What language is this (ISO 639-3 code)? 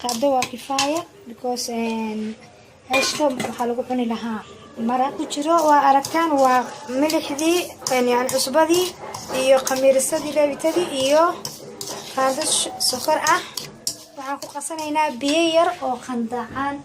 som